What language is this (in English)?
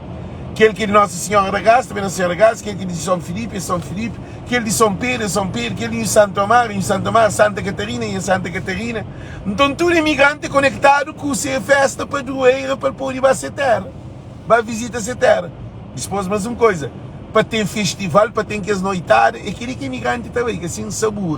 Kabuverdianu